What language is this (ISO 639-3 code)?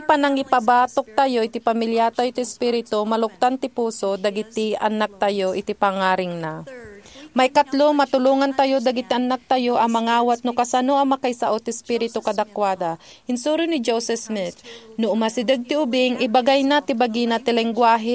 ilo